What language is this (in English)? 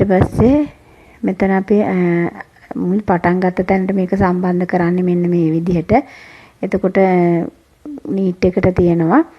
Sinhala